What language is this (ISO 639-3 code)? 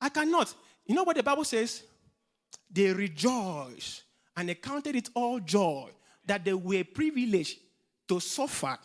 eng